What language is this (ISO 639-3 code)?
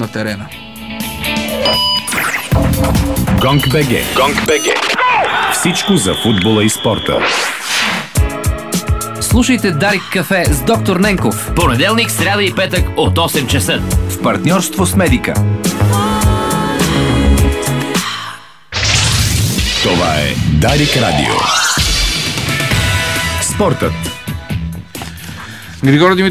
bul